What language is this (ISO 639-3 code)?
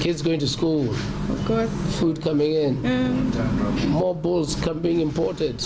tsn